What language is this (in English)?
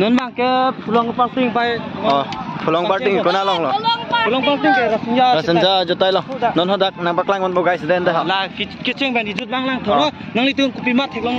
Karbi